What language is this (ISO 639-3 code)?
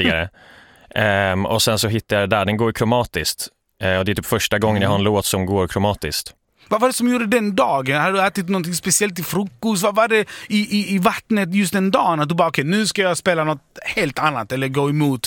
swe